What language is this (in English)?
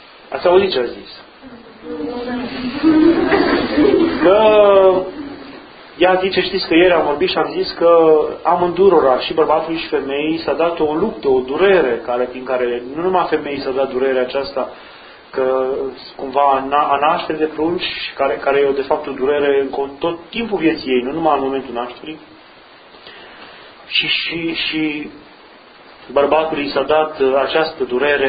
Romanian